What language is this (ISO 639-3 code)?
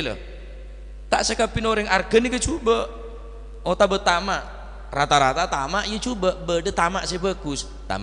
mad